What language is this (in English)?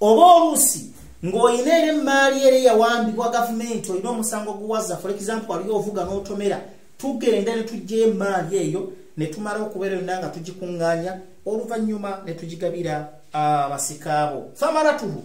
Ganda